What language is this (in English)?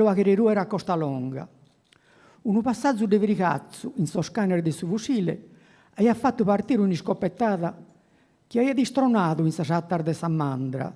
Sardinian